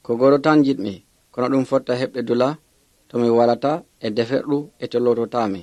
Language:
Nigerian Fulfulde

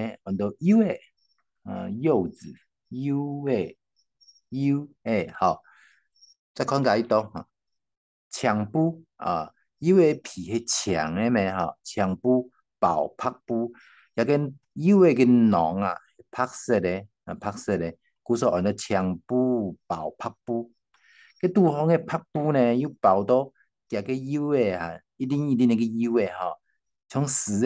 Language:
Hakka Chinese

